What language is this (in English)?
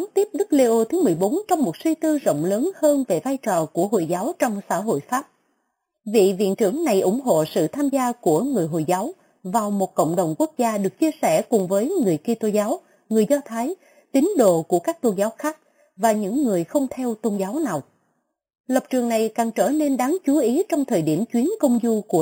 Vietnamese